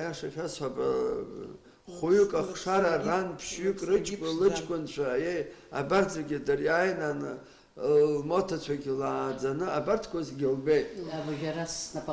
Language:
Abkhazian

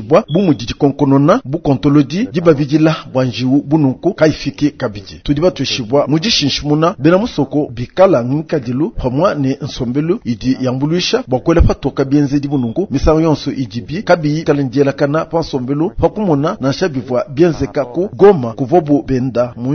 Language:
Luba-Lulua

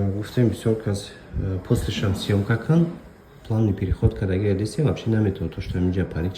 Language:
Tajik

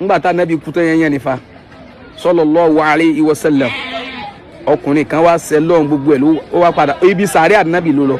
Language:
Yoruba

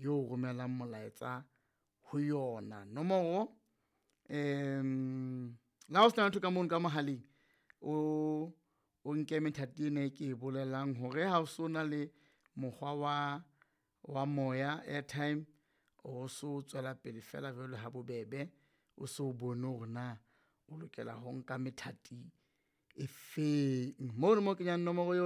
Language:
Southern Sotho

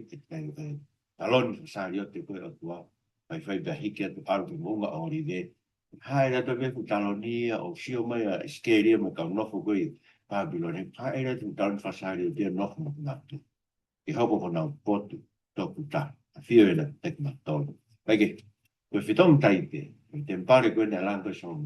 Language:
Tongan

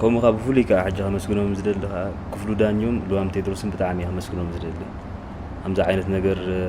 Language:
Tigrinya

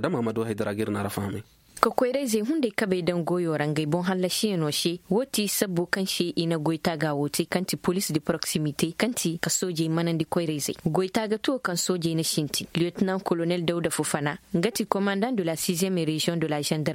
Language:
Koyraboro Senni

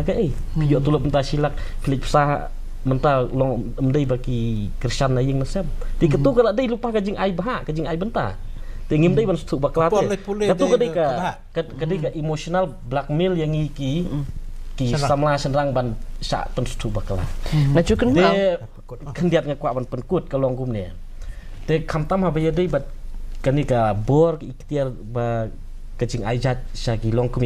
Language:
Khasi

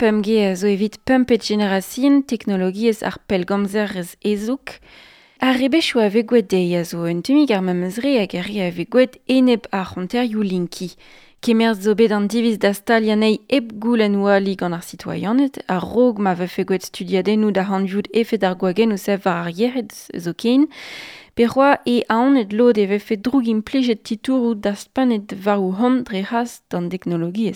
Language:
Breton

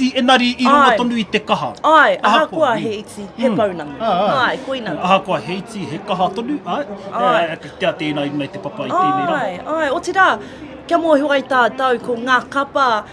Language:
Māori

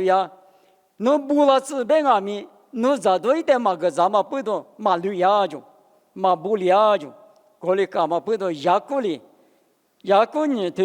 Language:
Lisu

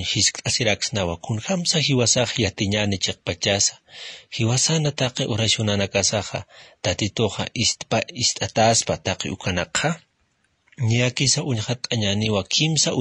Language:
Aymara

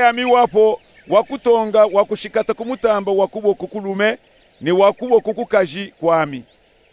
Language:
Luba-Katanga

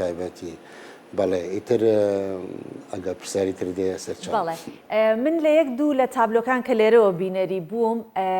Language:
Central Kurdish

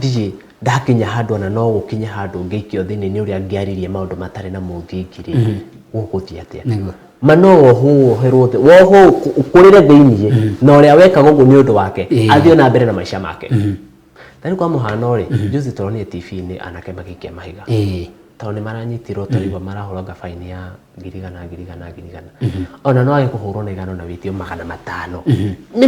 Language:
Kikuyu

